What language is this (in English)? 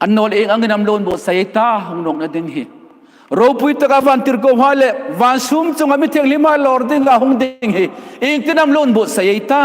Hmar